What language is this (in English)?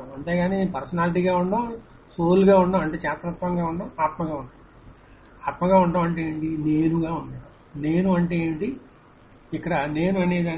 Telugu